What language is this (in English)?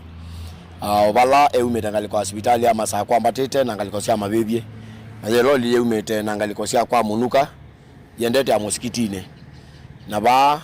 Kamba